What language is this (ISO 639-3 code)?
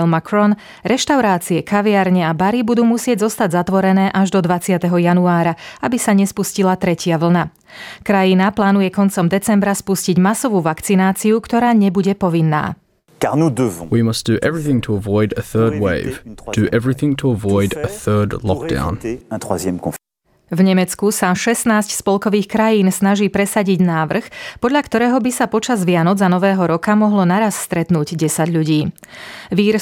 slk